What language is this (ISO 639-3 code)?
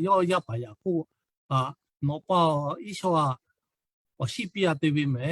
lhu